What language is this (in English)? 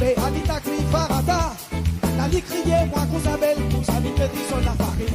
Morisyen